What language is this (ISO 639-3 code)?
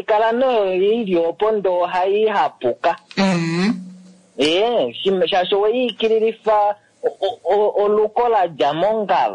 kua